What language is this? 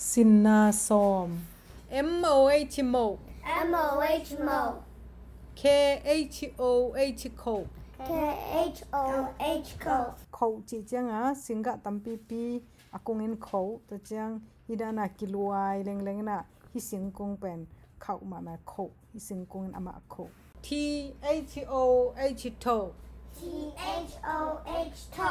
Tedim Chin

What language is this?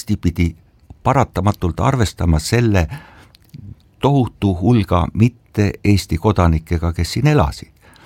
Estonian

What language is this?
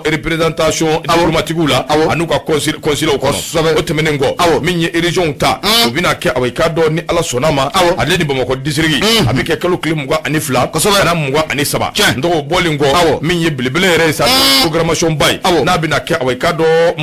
Bambara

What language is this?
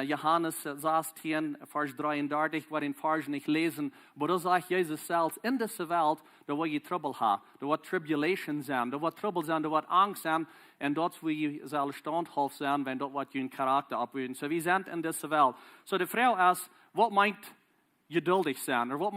Plautdietsch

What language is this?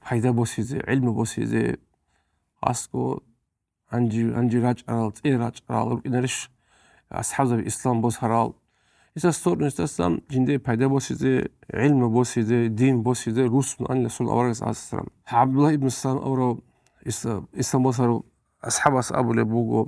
Avaric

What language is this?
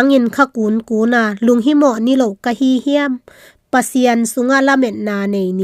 Tedim Chin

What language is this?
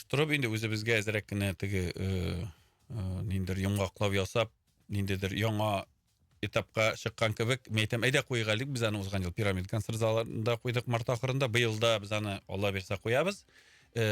Tatar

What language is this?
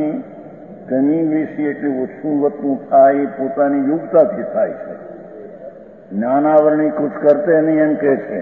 Gujarati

